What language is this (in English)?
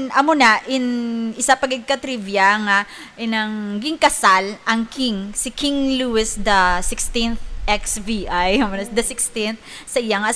Hiligaynon